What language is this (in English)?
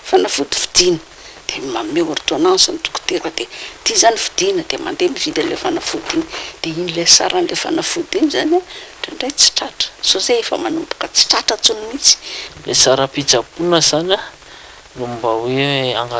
Malagasy